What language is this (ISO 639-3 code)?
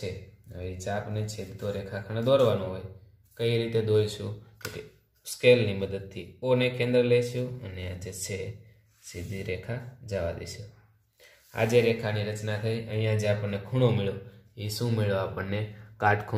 guj